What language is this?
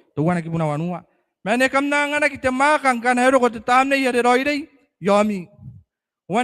Gilbertese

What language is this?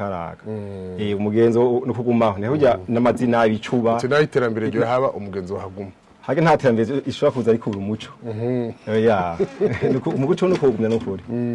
Rundi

